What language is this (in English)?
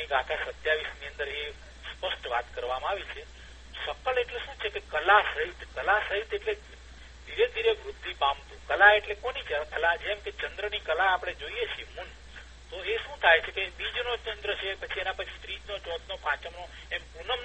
Gujarati